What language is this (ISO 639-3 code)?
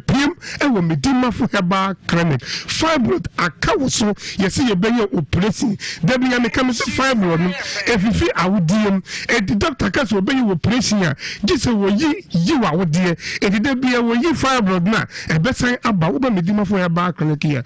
aka